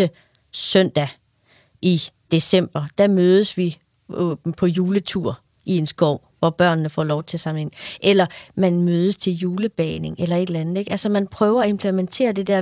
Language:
Danish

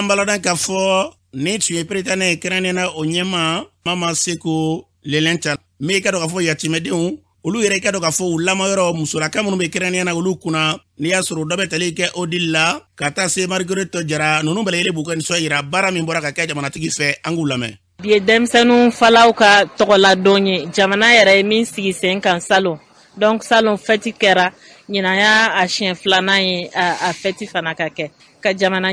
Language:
Bambara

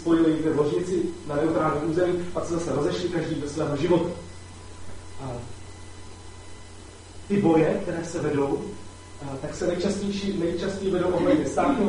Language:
Czech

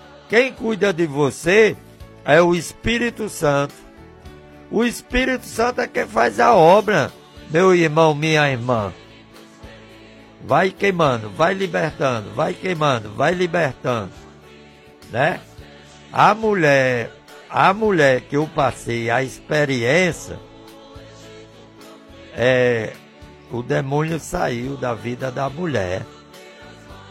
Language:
Portuguese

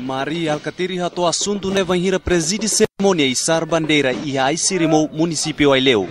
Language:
Tetum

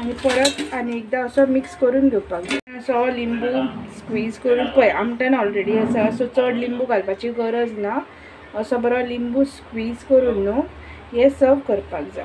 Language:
Konkani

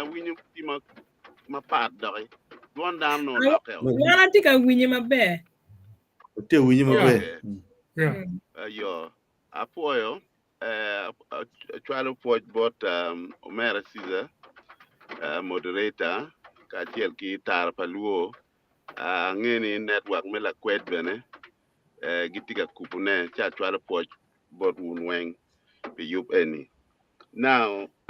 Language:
Acoli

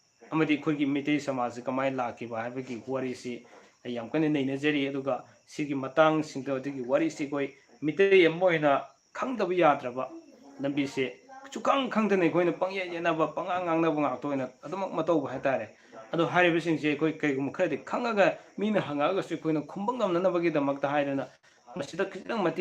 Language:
Manipuri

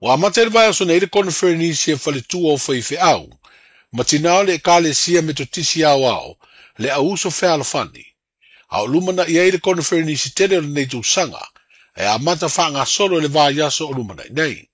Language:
Samoan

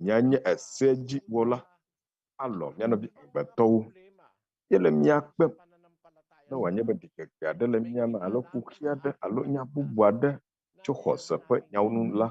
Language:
Ewe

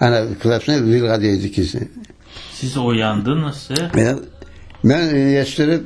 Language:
Crimean Tatar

